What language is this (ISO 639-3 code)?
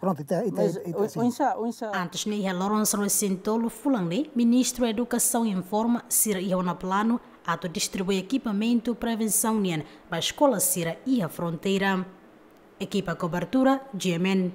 tet